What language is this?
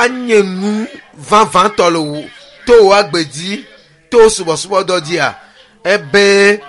Ewe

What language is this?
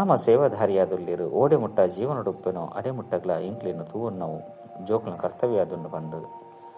Tulu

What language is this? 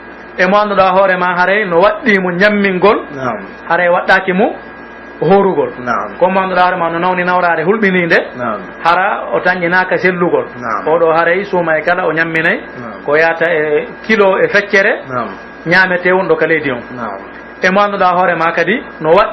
Pular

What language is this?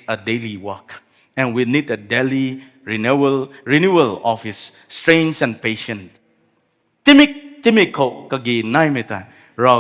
Rongmei Naga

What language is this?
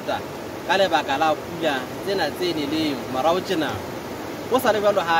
Southern Sotho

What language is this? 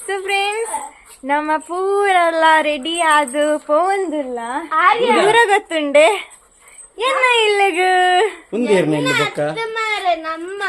Tulu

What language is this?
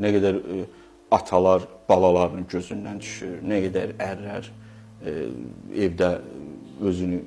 Azerbaijani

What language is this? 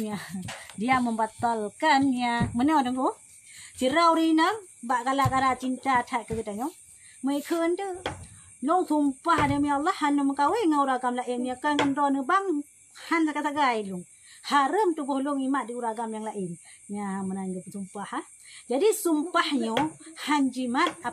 Achinese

